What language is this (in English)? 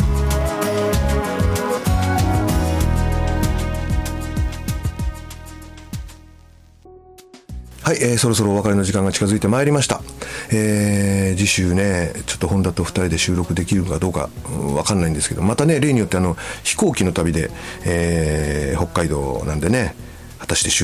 Japanese